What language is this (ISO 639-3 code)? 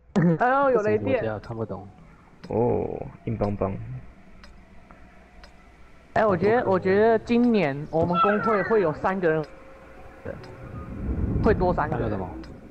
zho